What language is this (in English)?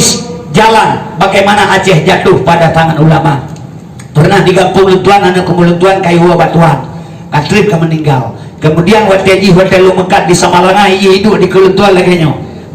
Achinese